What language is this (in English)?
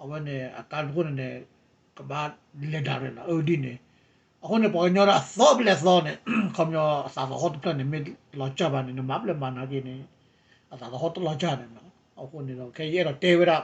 S'gaw Karen